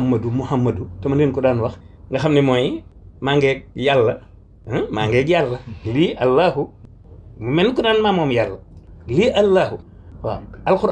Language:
Wolof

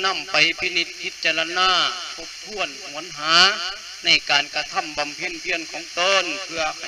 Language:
Lao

